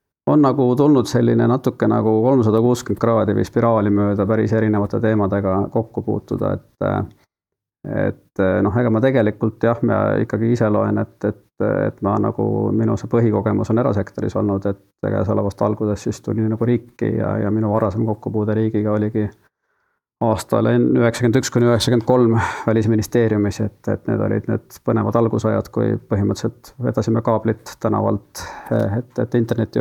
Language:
Estonian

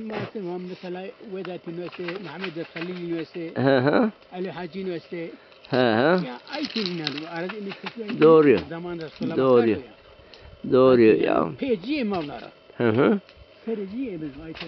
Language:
Zaza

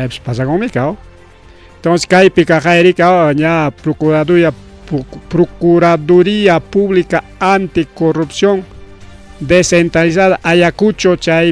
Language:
Ayacucho Quechua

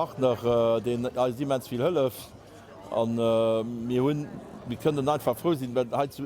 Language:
Luxembourgish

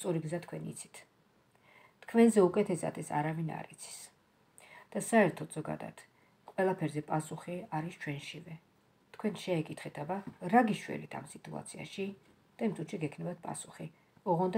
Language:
Georgian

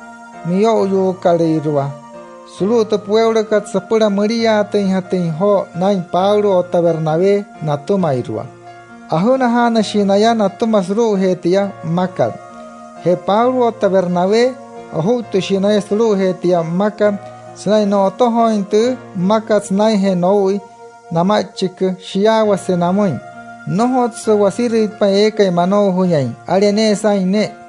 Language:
Wayuu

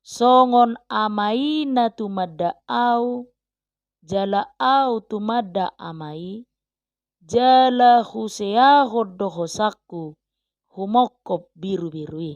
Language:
Batak Toba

